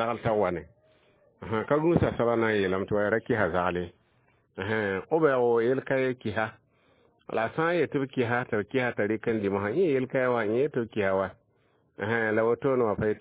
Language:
Mossi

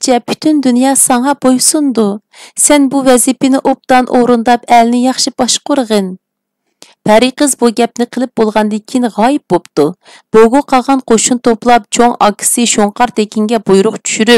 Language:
Uyghur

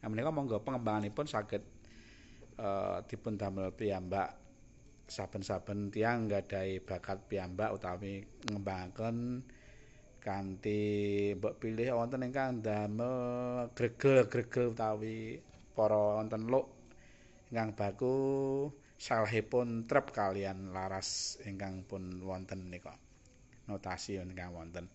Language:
Javanese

